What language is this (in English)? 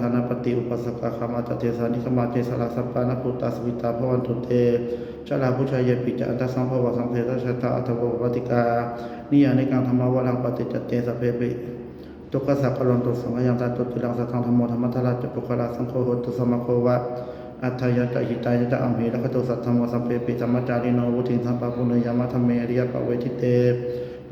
Pali